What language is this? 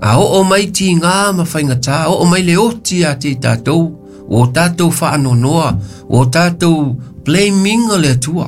Samoan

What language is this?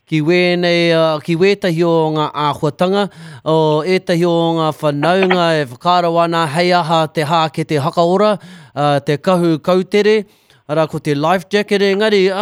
Māori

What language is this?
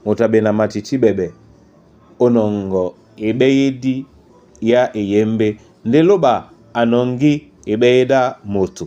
Duala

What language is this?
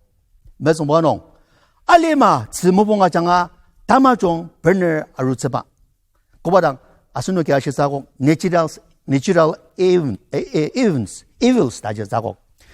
Ao Naga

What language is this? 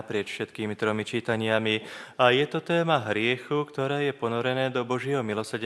Slovak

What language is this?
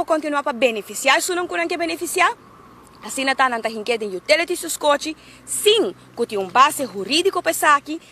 Papiamento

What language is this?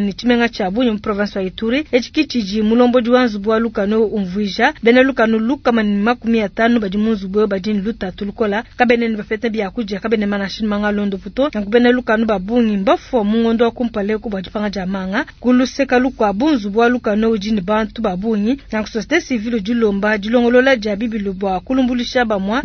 Luba-Lulua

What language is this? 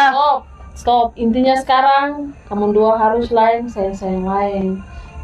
Ambonese Malay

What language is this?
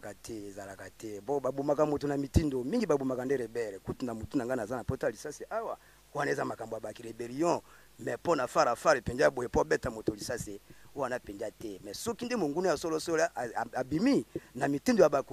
Lingala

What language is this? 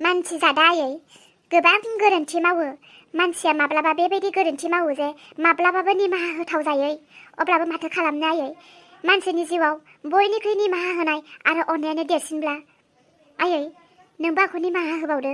Bodo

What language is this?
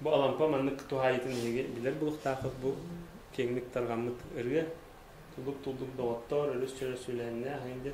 Yakut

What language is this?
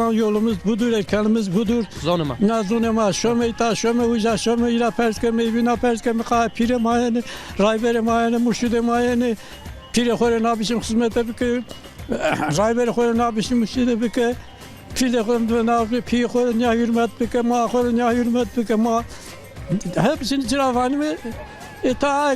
Zaza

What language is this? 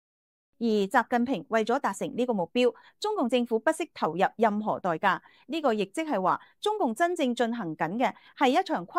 Cantonese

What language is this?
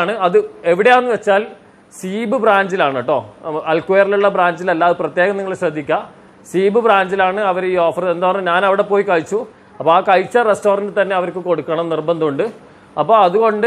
Malayalam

